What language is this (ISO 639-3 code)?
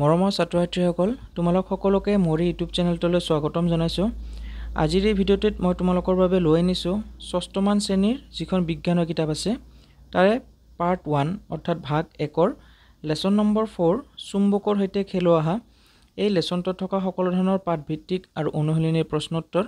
asm